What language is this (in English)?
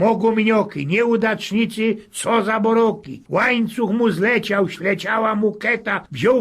Silesian